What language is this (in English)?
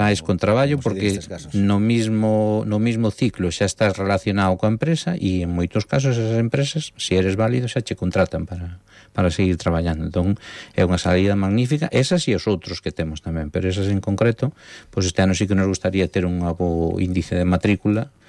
Galician